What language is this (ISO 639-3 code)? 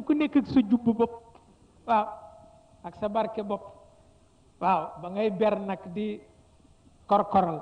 wol